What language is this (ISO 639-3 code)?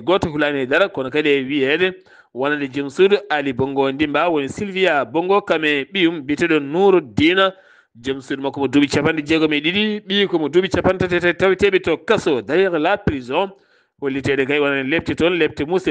ful